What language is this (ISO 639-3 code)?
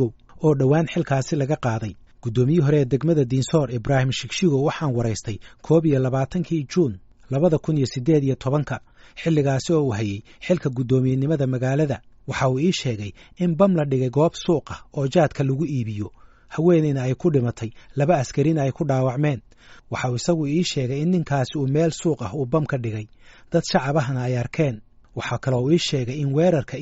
som